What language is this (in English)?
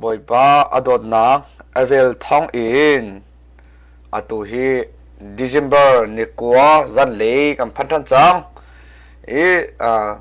Hakha Chin